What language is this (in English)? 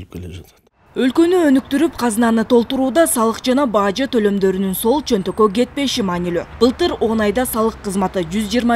Kyrgyz